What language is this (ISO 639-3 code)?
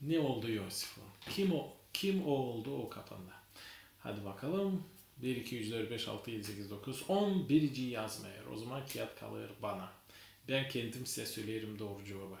gag